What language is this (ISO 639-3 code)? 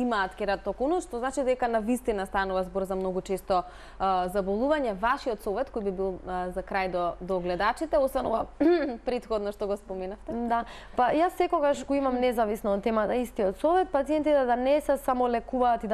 mkd